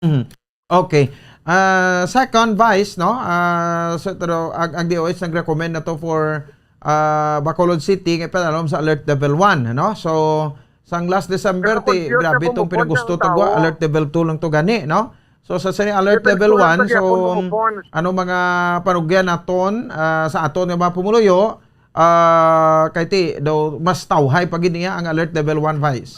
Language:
Hiligaynon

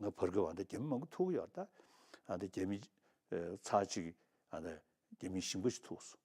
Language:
Tibetan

